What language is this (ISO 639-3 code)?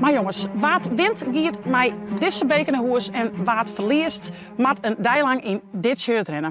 fry